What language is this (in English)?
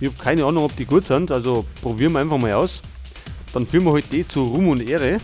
Bavarian